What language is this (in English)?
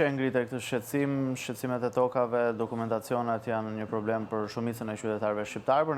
Albanian